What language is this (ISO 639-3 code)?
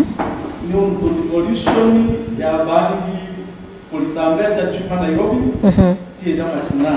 mer